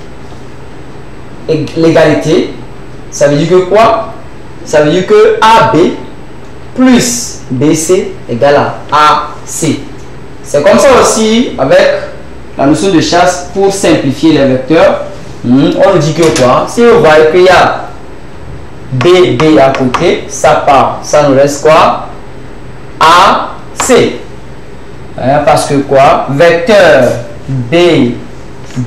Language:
French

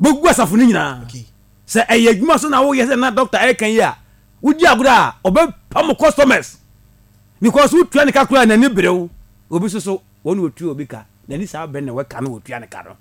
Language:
Akan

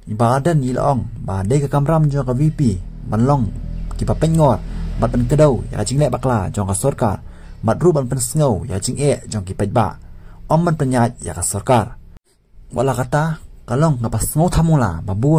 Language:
Khasi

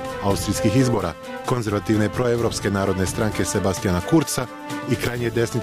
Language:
Serbian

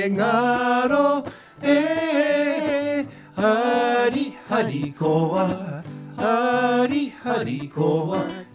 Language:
Māori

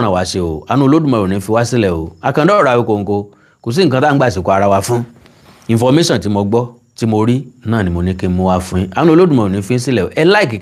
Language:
Yoruba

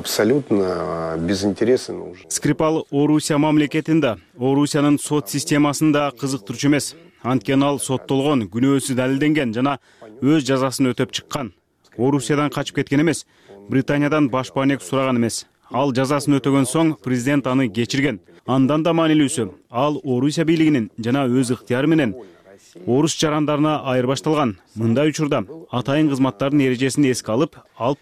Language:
Kyrgyz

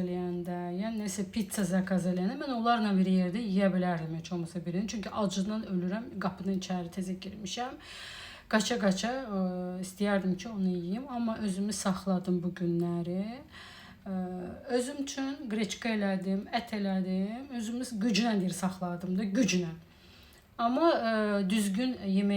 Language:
Azerbaijani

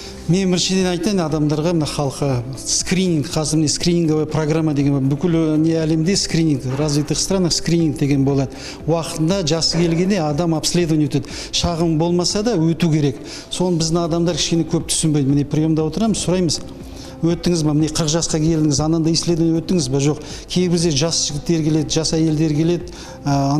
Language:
Kazakh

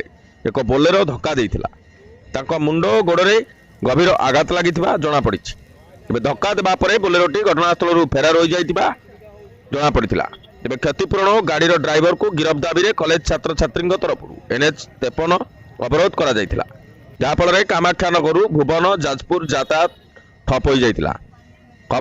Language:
Odia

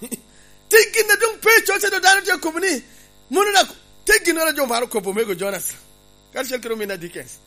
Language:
Lango (Uganda)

